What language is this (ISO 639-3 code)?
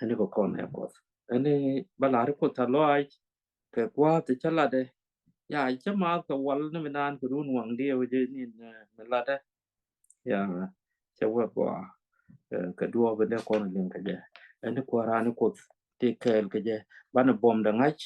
nus